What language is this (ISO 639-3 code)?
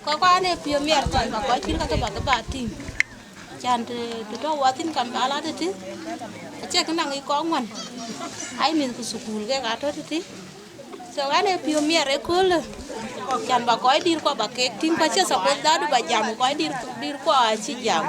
din